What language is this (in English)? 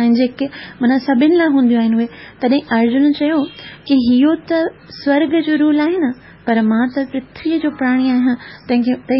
Sindhi